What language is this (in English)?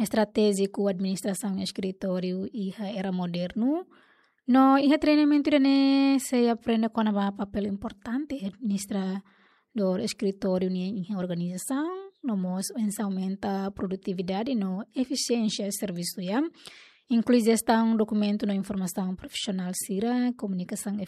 Tetum